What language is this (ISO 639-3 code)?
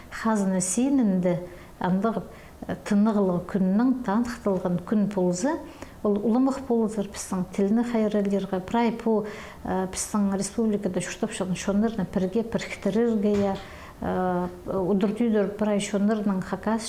kjh